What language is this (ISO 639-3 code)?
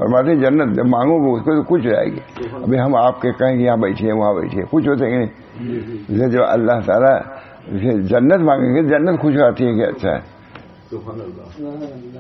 urd